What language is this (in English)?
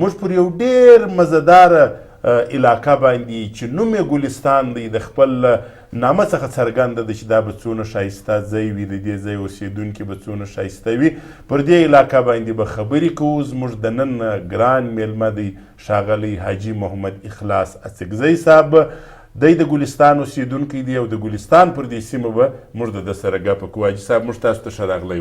Pashto